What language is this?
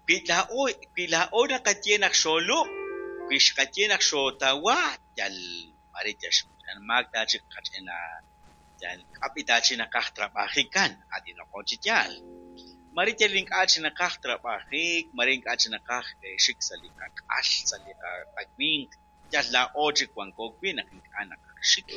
Kekchí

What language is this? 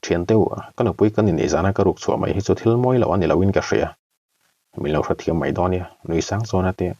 Mizo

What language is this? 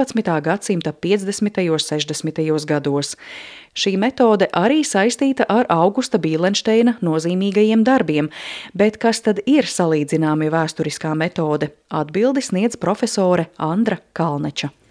Latvian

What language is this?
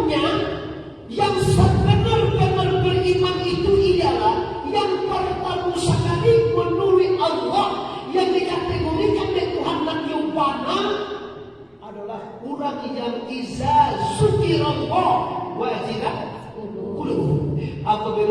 Minangkabau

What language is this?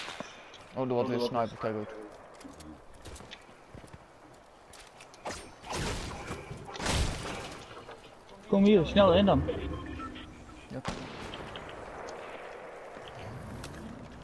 Dutch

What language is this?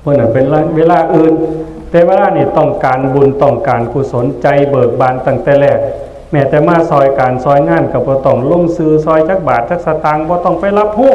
Northeastern Thai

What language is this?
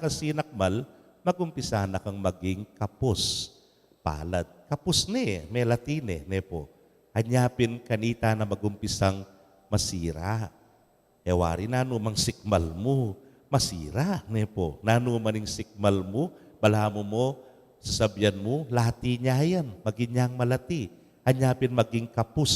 Pampanga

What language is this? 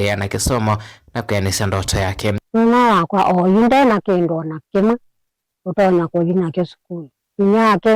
Kamba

